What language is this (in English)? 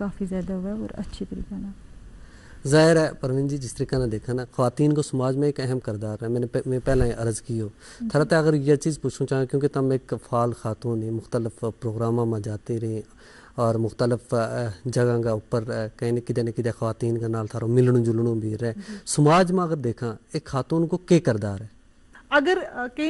Gujari